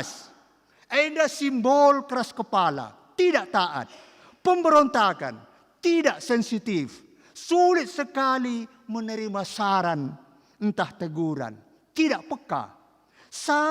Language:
Batak Karo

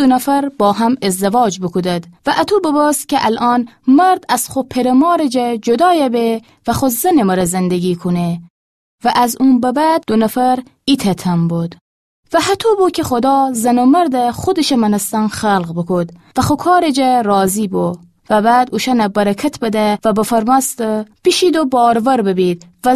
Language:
Gilaki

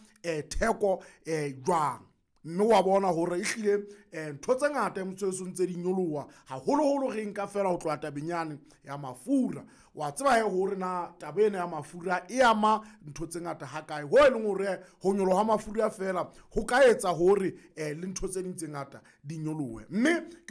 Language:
Southern Sotho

